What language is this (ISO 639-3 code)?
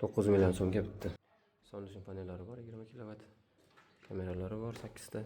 uzb